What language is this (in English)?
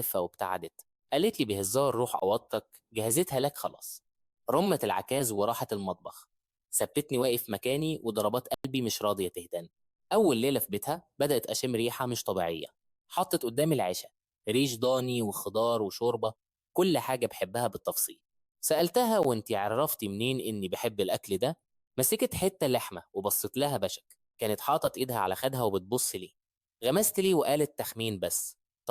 Egyptian Arabic